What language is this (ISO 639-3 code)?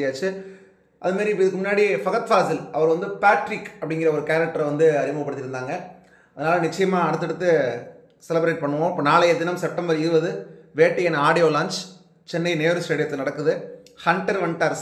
tam